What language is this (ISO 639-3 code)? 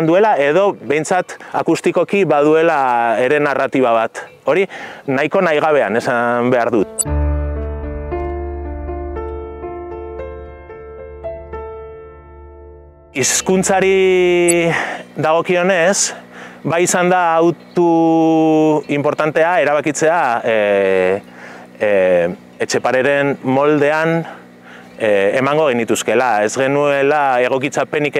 eus